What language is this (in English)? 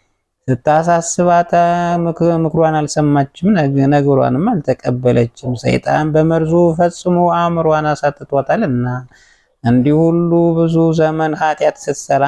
Amharic